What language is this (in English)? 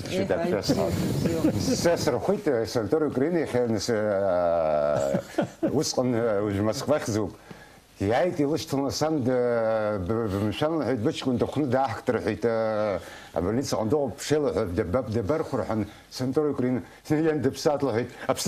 Abkhazian